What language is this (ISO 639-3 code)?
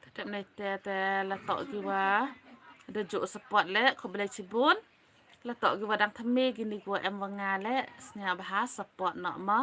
kha